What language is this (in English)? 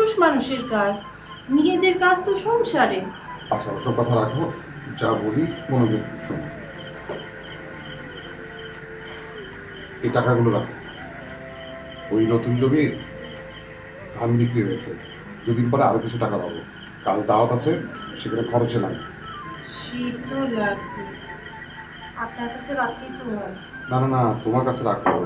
Bangla